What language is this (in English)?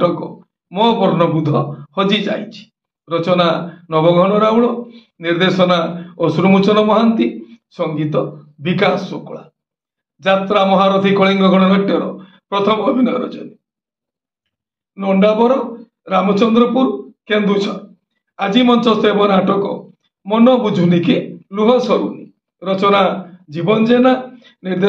Odia